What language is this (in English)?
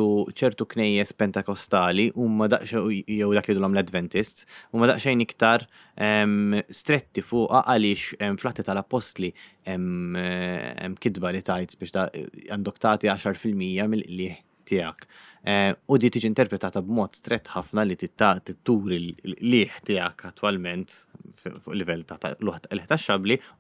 Maltese